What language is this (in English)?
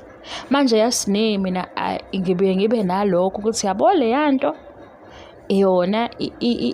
Zulu